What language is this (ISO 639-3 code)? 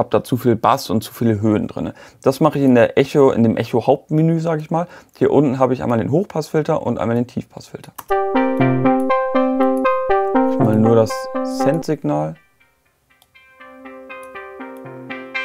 deu